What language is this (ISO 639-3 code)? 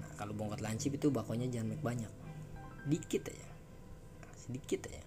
bew